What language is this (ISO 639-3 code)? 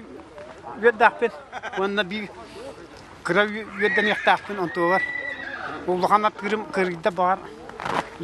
sah